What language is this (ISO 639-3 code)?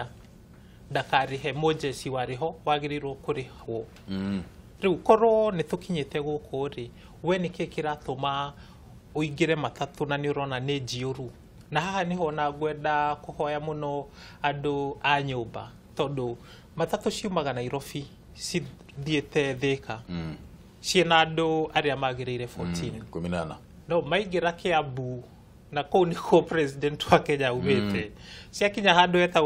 kik